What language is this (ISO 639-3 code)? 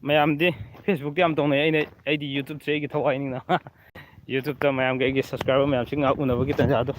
mni